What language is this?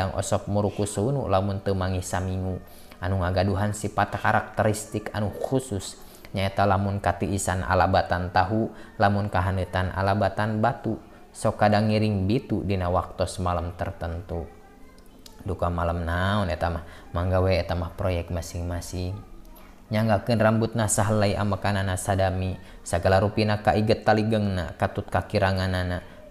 Sundanese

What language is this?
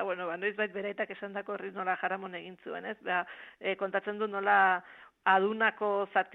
Basque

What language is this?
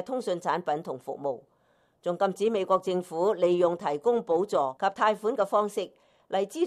Cantonese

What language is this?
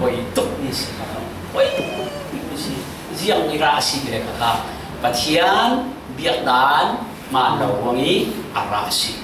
Falam Chin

